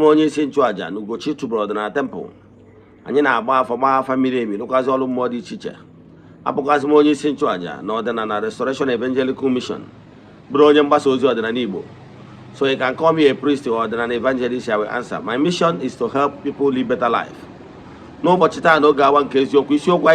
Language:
Igbo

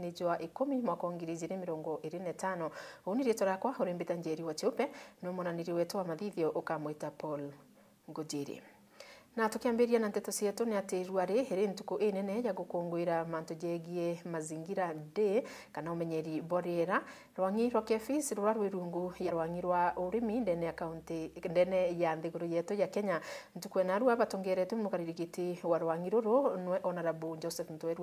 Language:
Meru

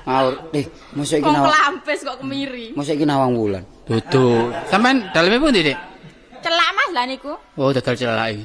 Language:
Javanese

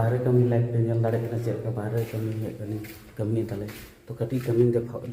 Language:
Santali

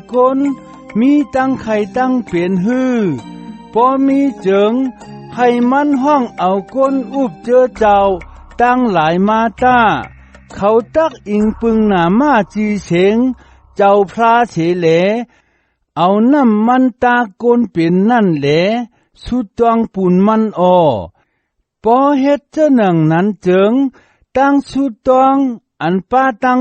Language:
Shan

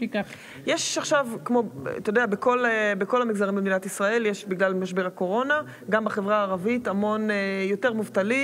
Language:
Hebrew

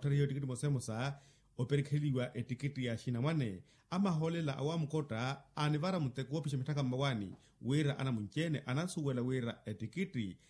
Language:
Makhuwa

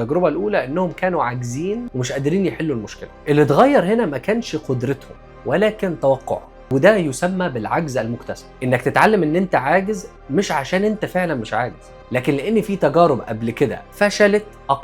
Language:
Egyptian Arabic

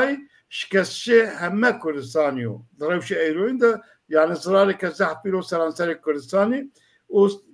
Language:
Zaza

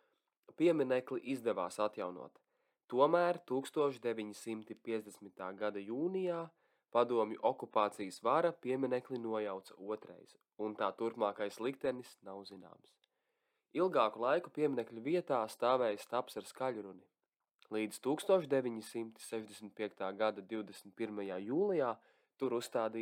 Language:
Latvian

